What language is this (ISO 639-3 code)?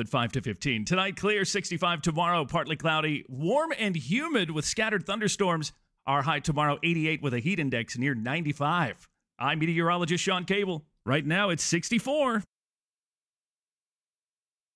eng